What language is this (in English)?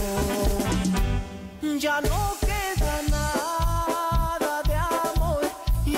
Spanish